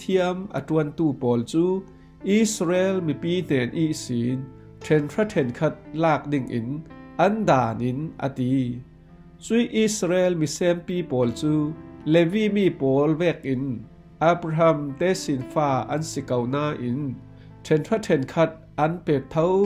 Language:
Falam Chin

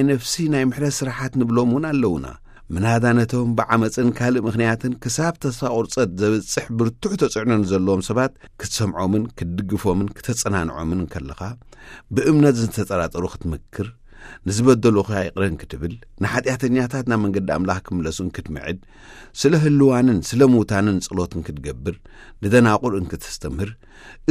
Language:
Tigrinya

